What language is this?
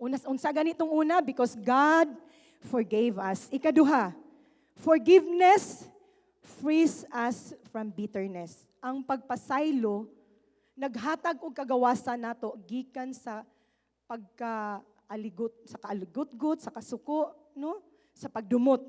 Cebuano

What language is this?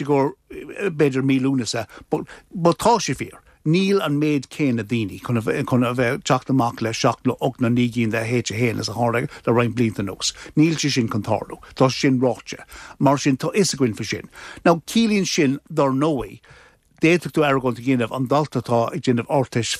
Irish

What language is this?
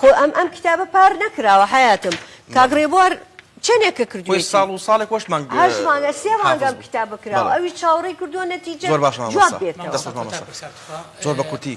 Central Kurdish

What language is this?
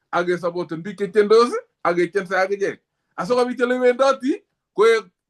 Kalenjin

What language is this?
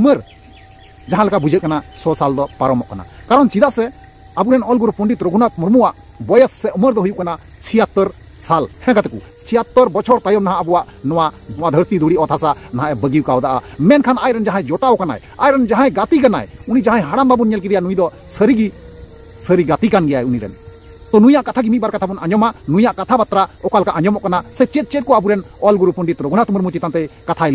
Santali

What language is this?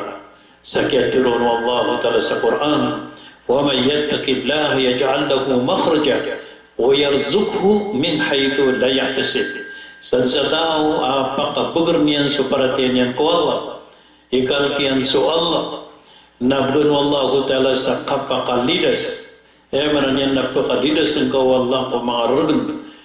Maranao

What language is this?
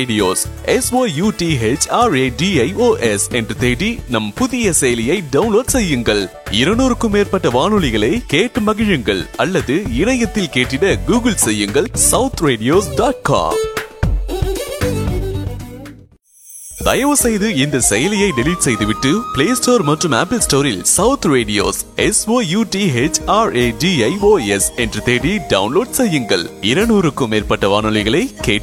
Tamil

